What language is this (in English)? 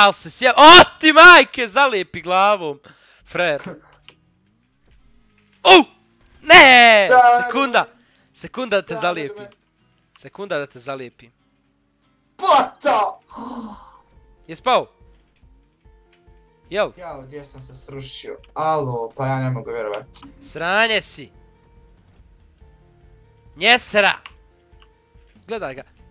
Bosnian